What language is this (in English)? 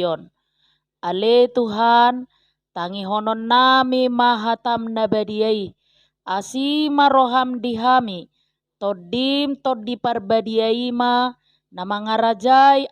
Batak Toba